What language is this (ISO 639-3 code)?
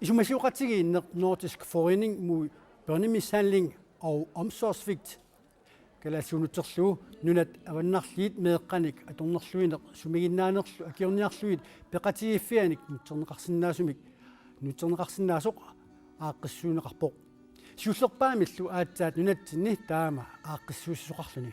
kal